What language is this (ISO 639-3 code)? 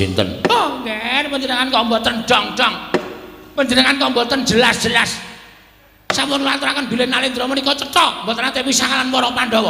jav